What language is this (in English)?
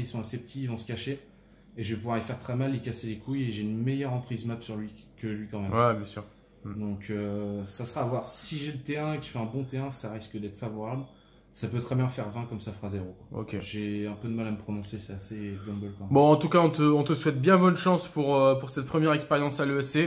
French